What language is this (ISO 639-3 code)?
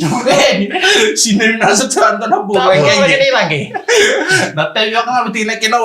fij